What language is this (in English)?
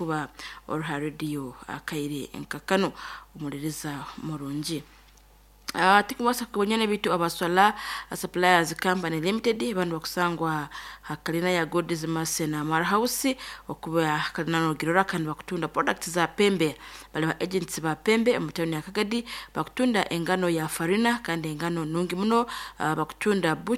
Nyoro